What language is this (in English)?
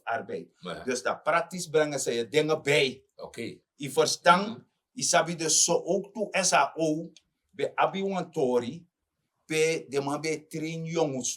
Sranan Tongo